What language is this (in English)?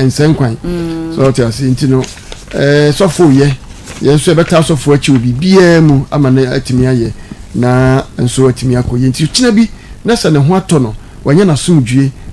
Akan